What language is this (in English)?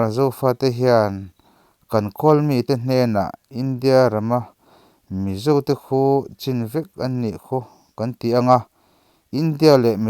Mizo